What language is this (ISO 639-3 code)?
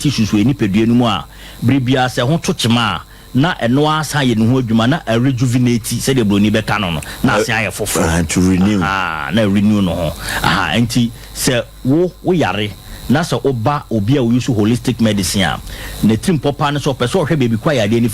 aka